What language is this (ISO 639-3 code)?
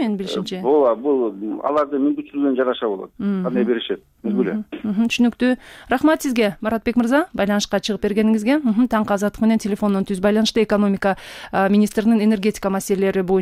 kir